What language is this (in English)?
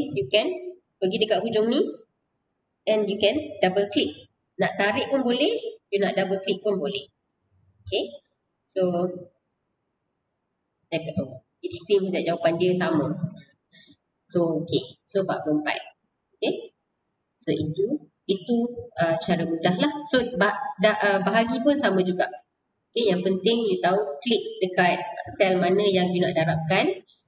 Malay